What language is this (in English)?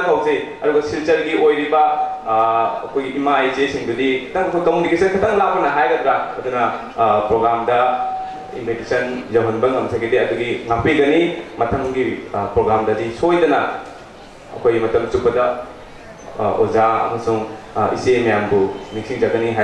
Manipuri